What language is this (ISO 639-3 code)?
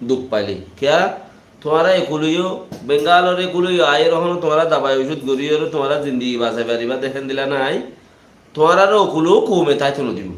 rhg